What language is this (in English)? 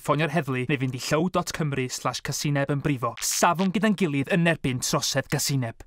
Welsh